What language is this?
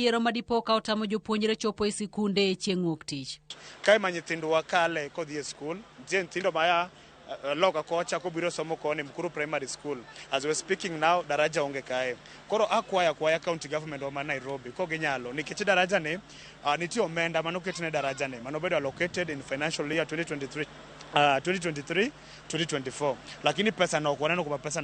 Luo (Kenya and Tanzania)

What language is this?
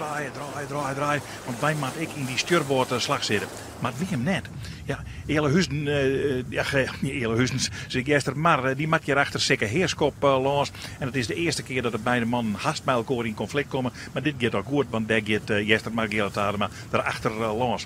Western Frisian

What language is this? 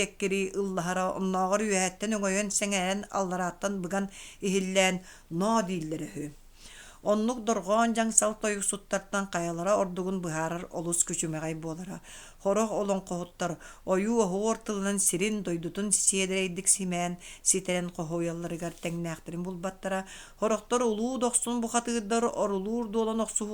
Yakut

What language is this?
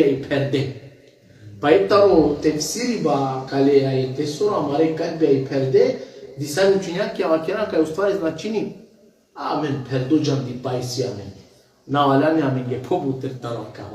Balkan Romani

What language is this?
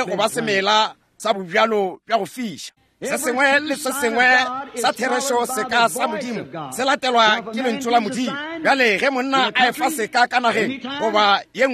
Northern Sotho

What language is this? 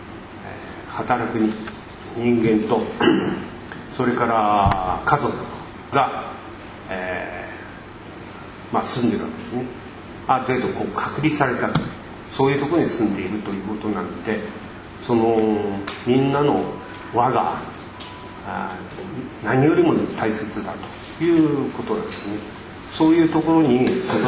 Japanese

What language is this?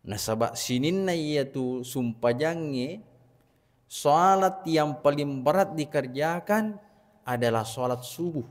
Buginese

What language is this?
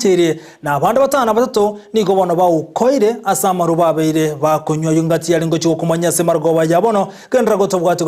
Gusii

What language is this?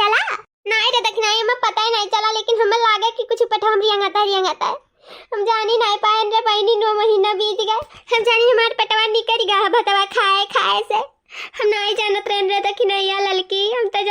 Awadhi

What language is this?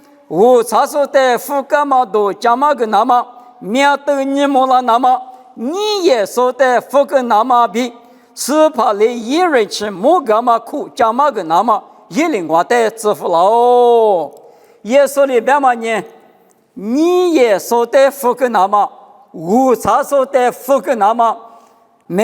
Lisu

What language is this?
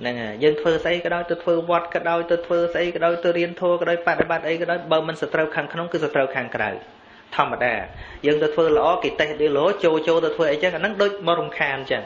Khmer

